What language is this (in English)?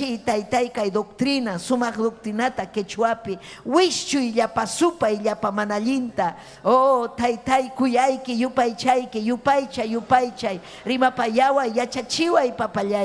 Ayacucho Quechua